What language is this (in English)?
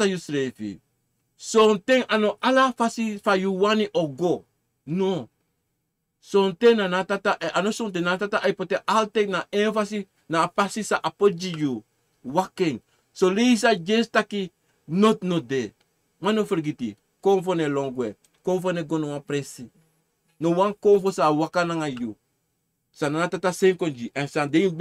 Sranan Tongo